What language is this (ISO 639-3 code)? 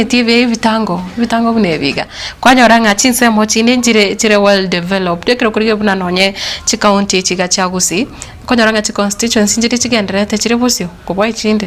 guz